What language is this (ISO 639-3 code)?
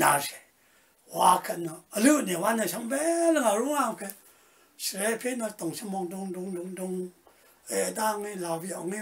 raw